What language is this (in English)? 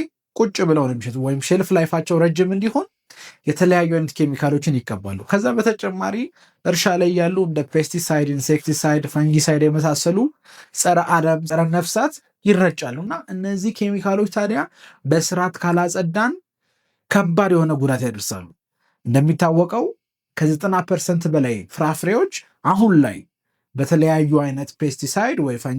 Amharic